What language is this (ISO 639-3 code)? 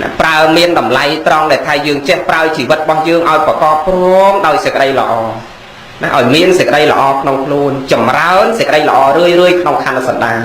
khm